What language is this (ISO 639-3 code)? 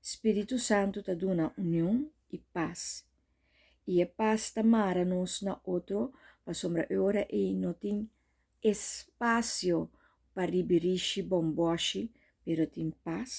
pap